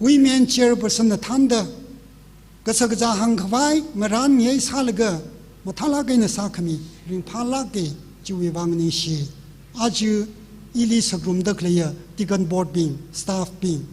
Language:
Tangkhul Naga (India)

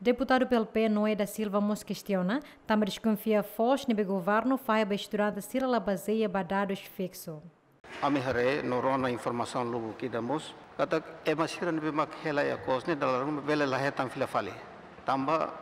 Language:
Tetum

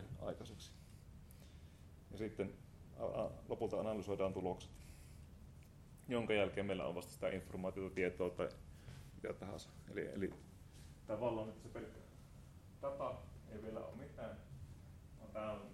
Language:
Finnish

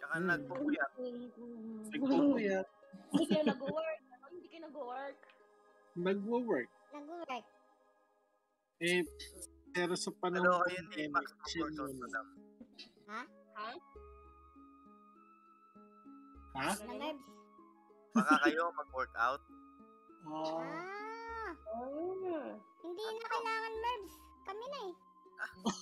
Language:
Filipino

